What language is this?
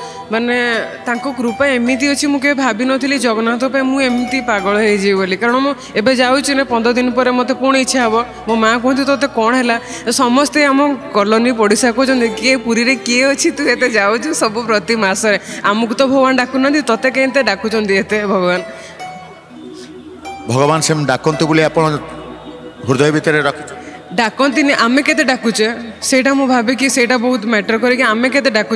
Odia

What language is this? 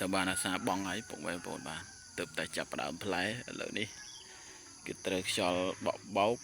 Khmer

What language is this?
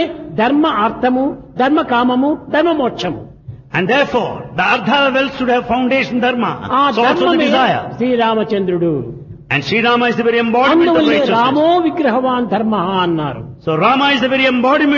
Telugu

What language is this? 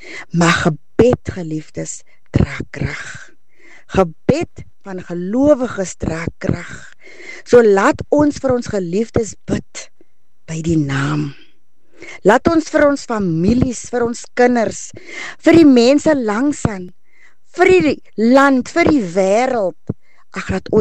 Afrikaans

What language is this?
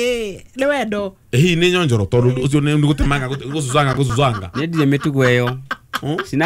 Kikuyu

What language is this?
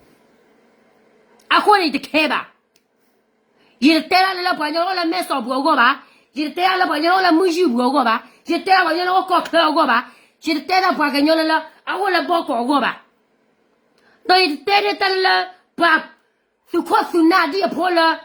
S'gaw Karen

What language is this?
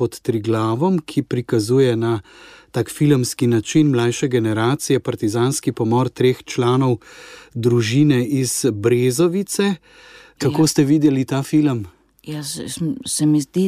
Slovenian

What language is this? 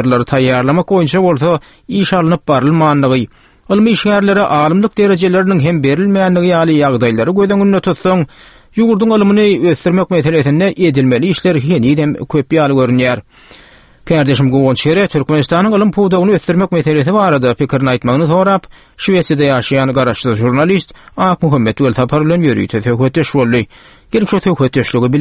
Turkmen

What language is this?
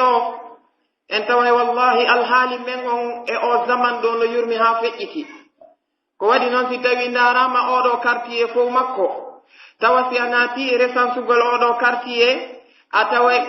Pular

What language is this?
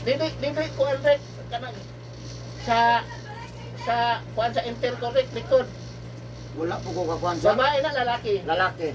Cebuano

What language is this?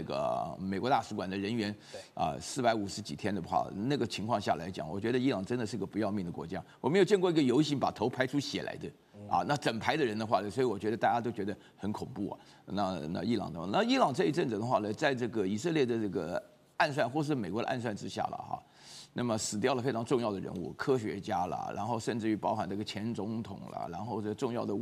Chinese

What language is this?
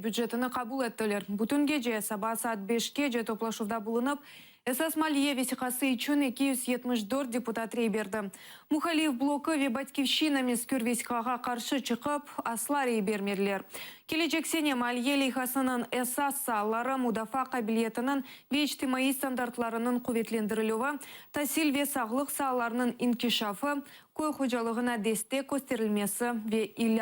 Crimean Tatar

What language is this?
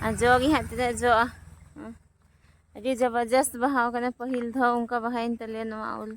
Santali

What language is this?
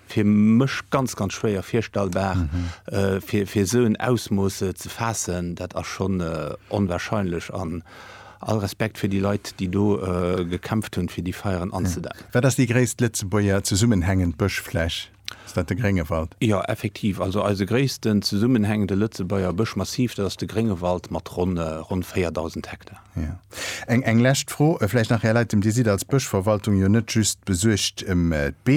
Luxembourgish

